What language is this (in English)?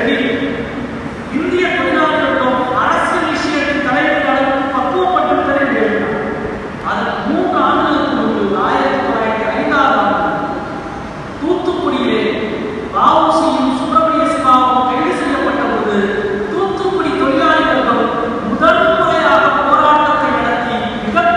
Tamil